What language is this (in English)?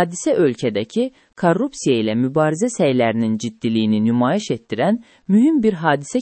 Azerbaijani